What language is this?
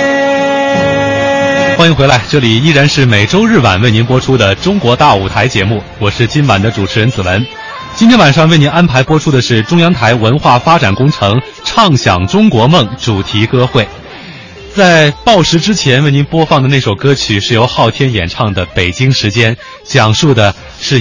Chinese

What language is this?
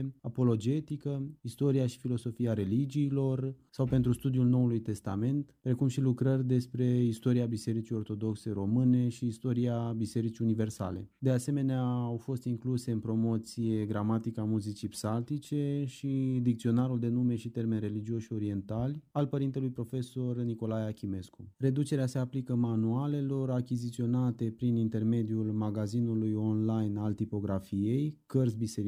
Romanian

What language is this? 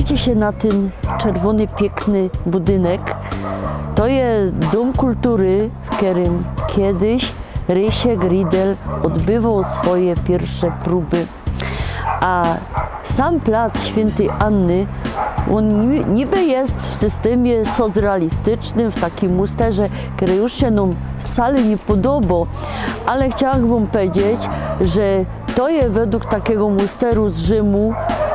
Silesian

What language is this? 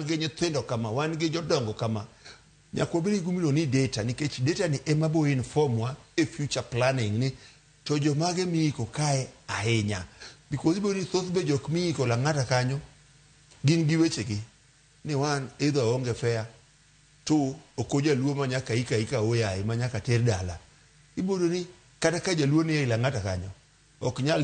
Luo (Kenya and Tanzania)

